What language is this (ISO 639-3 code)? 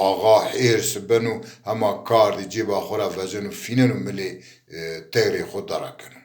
zza